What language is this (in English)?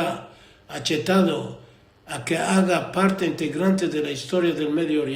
Ladino